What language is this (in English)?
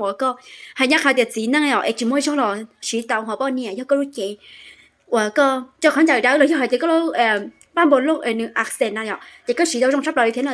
Hmong